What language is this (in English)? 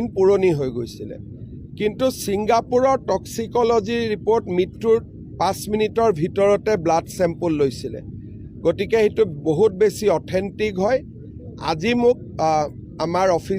Assamese